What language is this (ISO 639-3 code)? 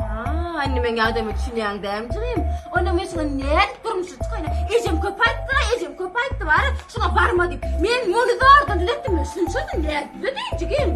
tuk